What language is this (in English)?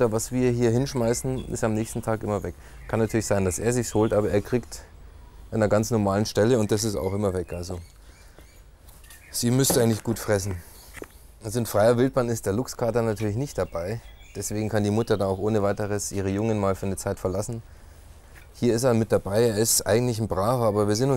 German